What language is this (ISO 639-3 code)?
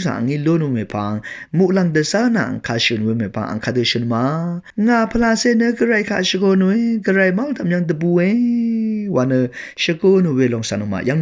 raw